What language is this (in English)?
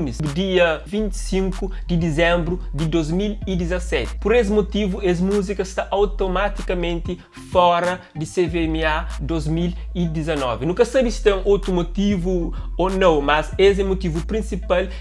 Kabuverdianu